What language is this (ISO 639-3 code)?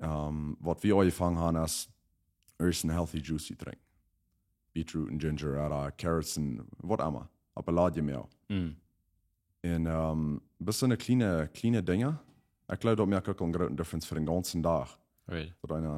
pdt